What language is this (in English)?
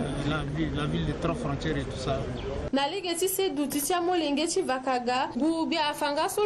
Sango